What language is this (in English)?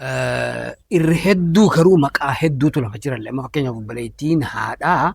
Oromo